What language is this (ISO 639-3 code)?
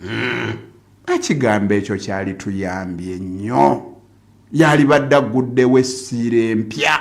lug